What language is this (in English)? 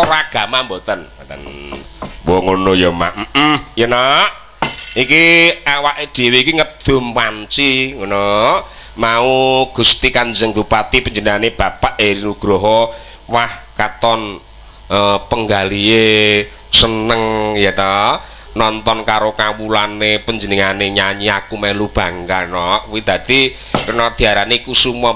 Javanese